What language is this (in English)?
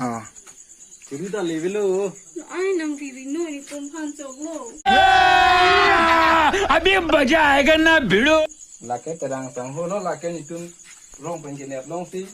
Karbi